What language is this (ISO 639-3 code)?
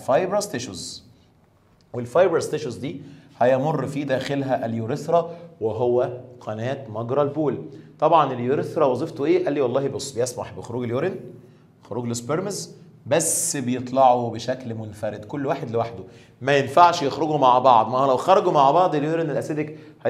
arz